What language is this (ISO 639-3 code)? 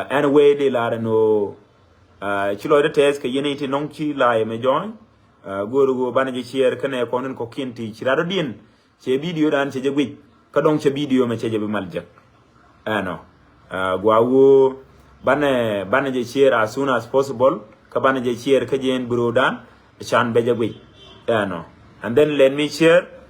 nus